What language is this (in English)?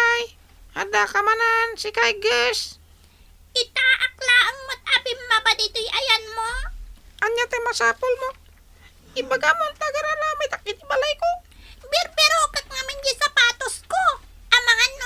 Iloko